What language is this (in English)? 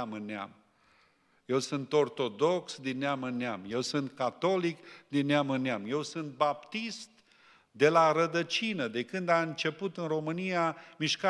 Romanian